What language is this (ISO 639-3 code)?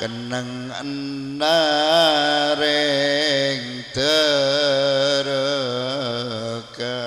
mad